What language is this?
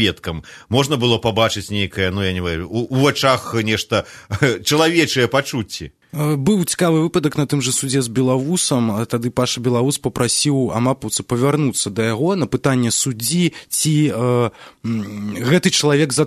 Belarusian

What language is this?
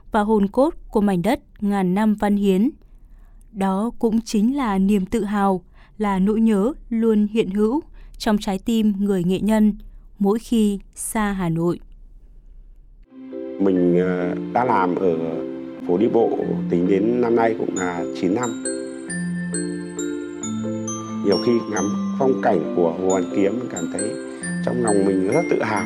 Vietnamese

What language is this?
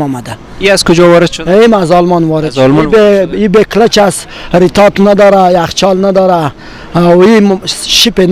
Persian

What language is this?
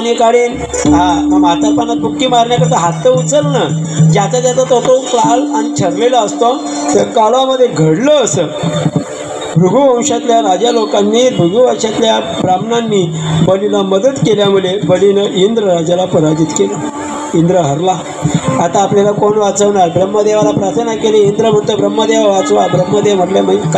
Marathi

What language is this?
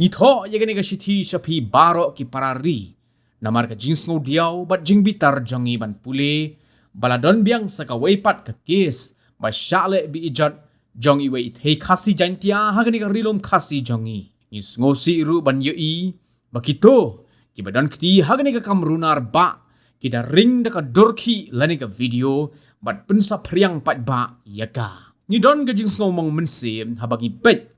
Khasi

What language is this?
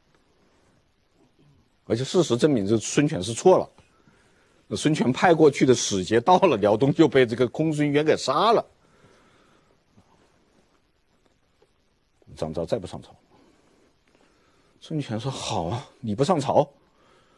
Chinese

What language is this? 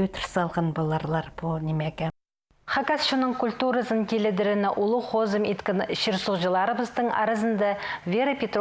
Khakas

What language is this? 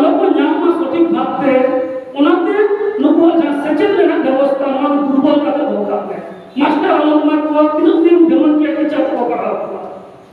Santali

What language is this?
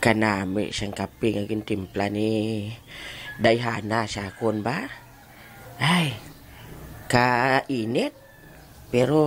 Hiligaynon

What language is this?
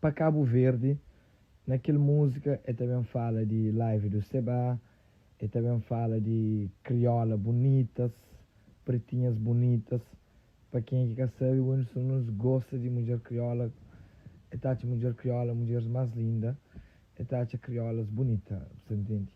Kabuverdianu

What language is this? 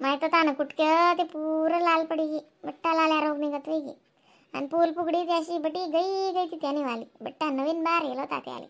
Khandesi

